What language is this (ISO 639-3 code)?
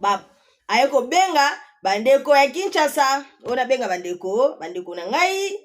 lin